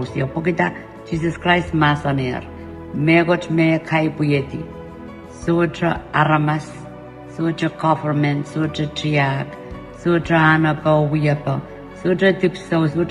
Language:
Pohnpeian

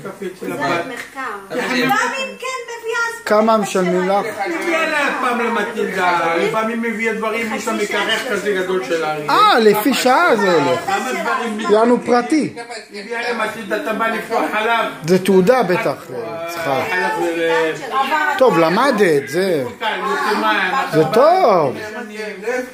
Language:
Hebrew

